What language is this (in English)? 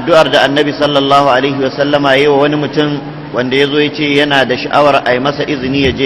Hausa